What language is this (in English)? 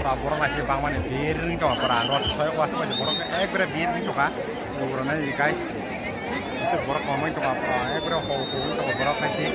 Kok Borok